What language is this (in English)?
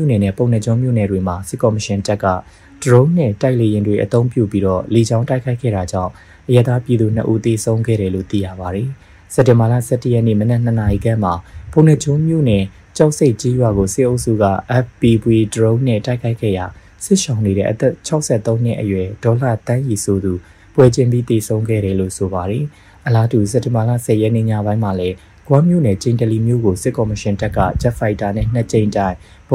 Burmese